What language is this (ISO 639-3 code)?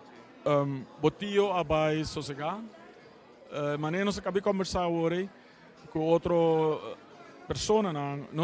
pap